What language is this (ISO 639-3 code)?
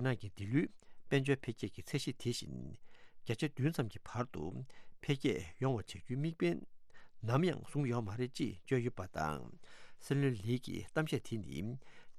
bod